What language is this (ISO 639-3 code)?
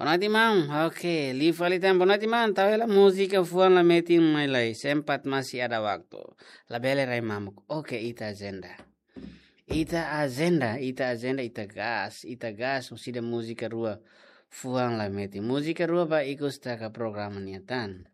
tet